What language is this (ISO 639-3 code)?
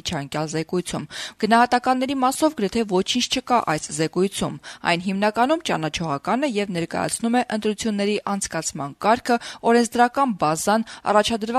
hye